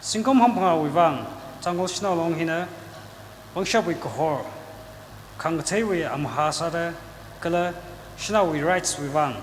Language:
Tangkhul Naga (India)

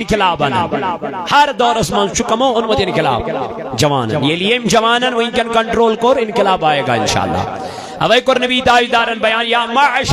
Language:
Kashmiri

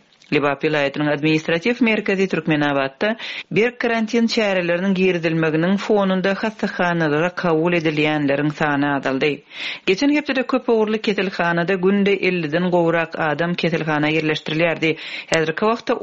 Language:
Turkmen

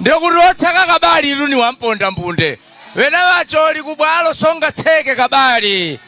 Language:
Nyanja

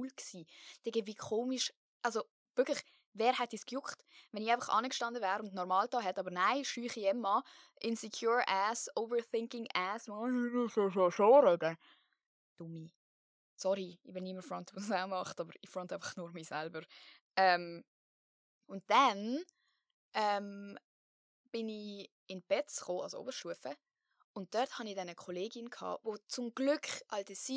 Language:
Swiss German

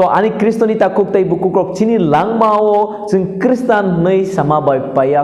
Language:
Kok Borok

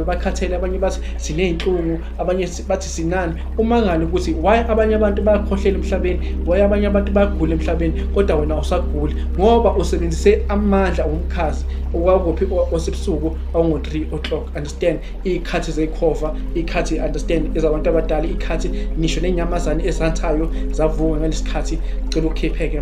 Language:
Zulu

